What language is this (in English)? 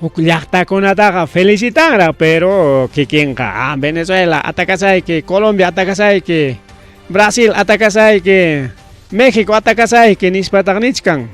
Ayacucho Quechua